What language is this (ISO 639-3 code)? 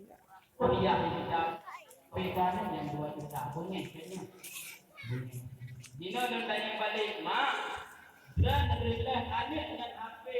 ace